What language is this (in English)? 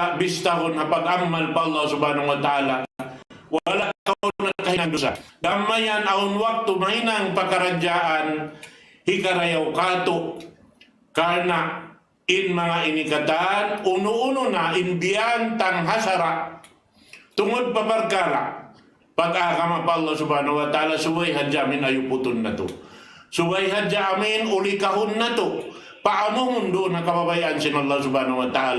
Tausug